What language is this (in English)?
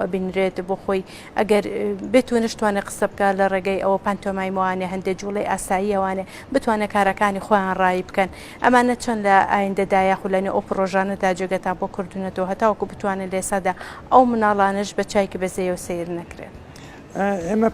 Central Kurdish